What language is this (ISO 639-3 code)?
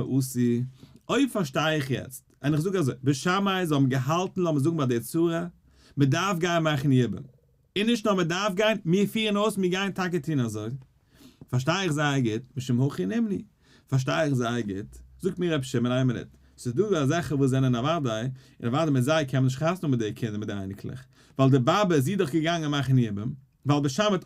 yid